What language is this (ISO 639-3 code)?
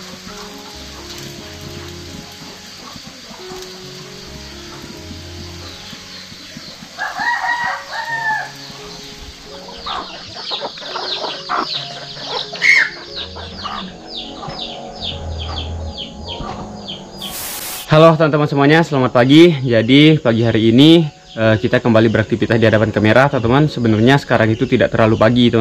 ind